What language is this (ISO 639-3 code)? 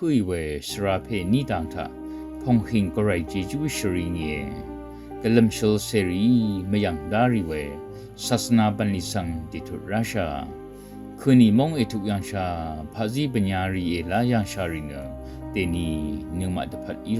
raw